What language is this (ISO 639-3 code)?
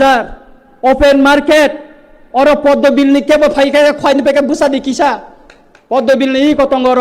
ria